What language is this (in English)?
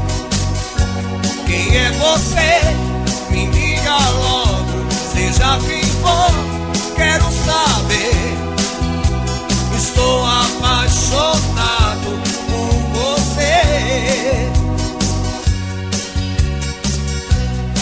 Portuguese